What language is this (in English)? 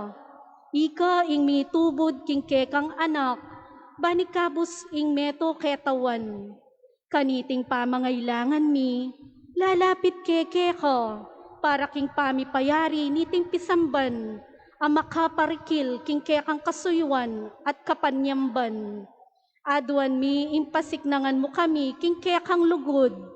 Pampanga